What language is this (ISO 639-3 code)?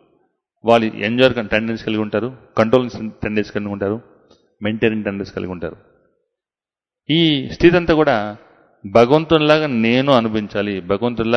tel